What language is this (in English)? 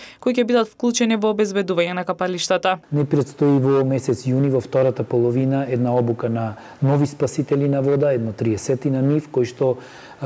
Macedonian